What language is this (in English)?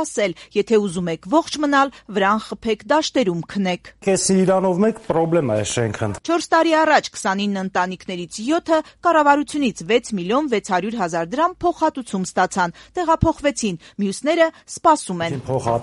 Armenian